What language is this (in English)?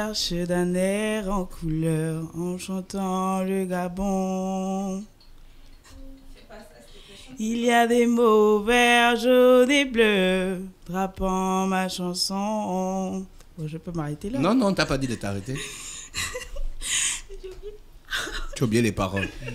French